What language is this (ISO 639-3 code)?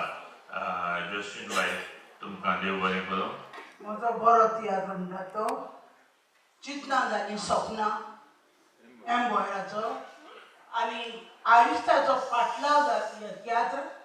kok